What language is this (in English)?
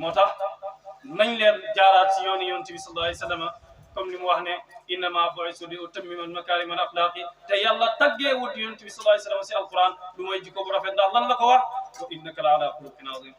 Wolof